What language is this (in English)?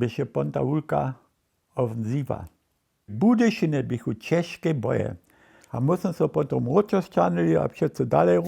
Upper Sorbian